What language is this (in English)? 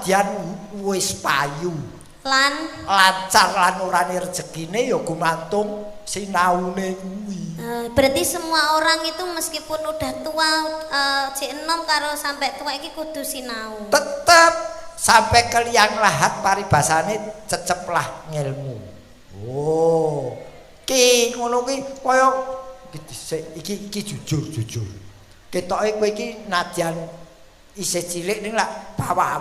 Javanese